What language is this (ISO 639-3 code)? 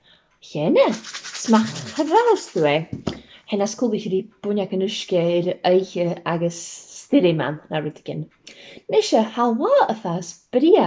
gla